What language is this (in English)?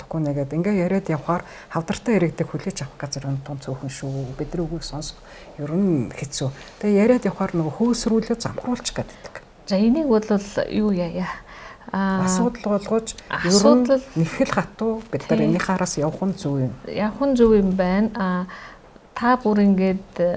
Mongolian